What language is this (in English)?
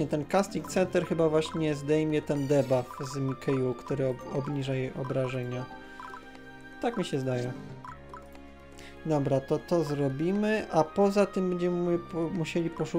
Polish